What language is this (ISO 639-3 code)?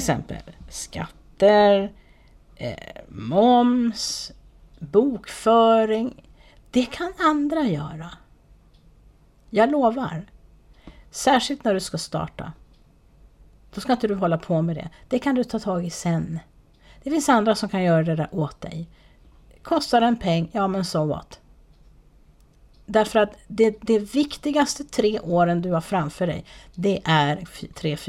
swe